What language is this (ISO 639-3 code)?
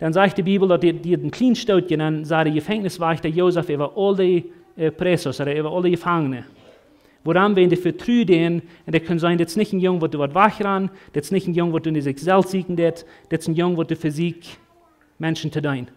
pdt